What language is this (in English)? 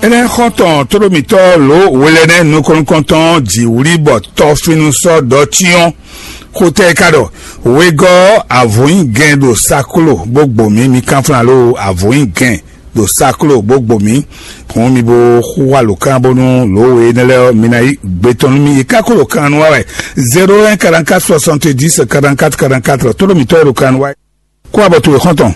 Fon